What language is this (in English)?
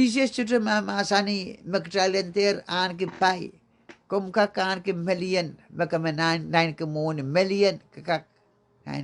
Pohnpeian